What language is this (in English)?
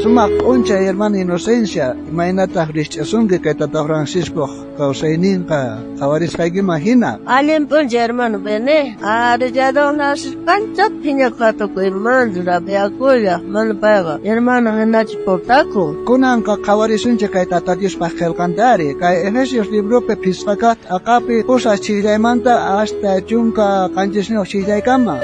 South Bolivian Quechua